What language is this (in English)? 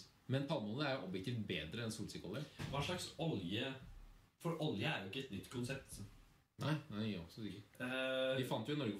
Norwegian